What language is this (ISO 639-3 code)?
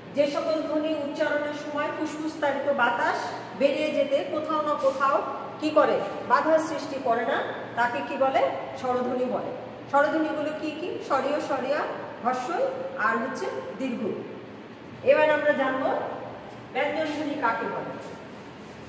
ben